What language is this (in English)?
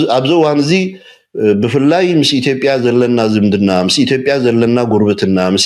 Tigrinya